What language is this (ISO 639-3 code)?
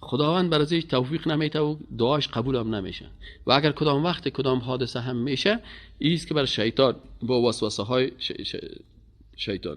fas